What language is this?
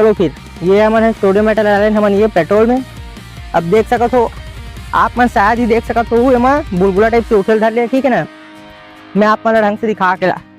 Chhattisgarhi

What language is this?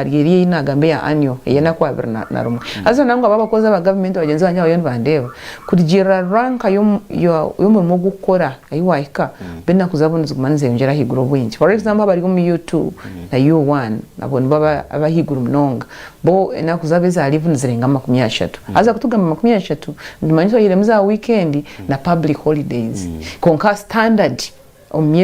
Nyankole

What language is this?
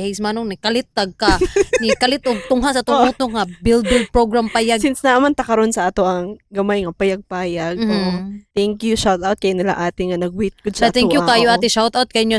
Cebuano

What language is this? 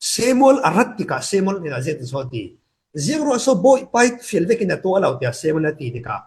Falam Chin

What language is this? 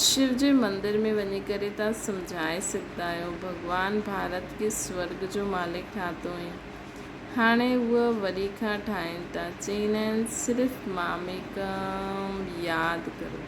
Sindhi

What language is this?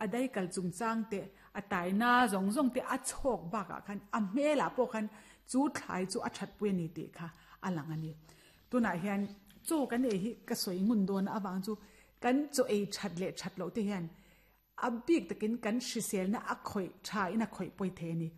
Mizo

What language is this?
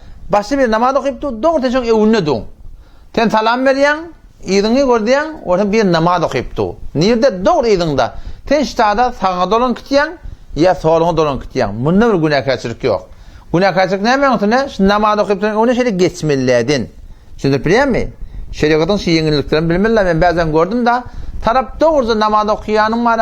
Turkmen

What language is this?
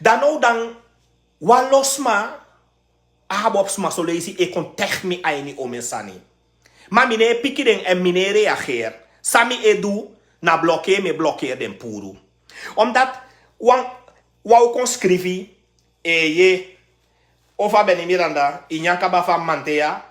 Sranan Tongo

